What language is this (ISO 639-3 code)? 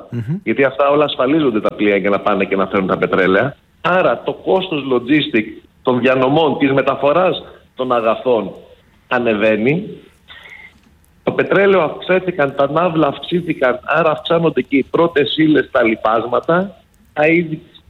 ell